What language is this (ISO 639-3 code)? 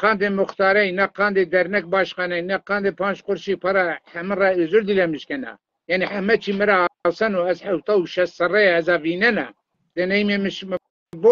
zza